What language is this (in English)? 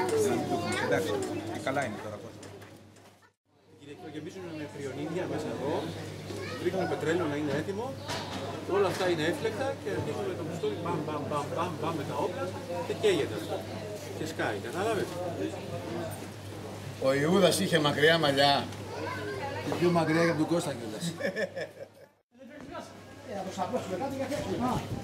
Greek